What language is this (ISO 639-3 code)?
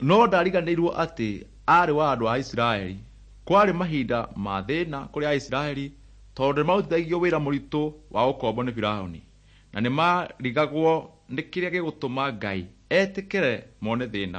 kik